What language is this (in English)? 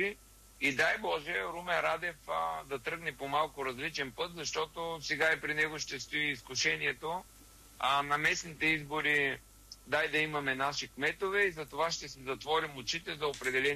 Bulgarian